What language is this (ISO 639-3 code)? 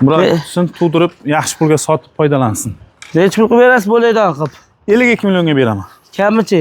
uzb